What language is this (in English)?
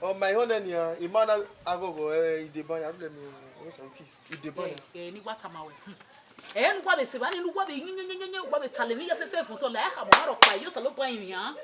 Bini